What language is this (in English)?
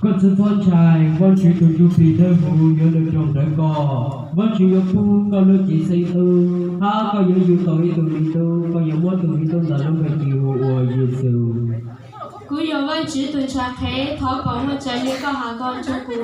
Hmong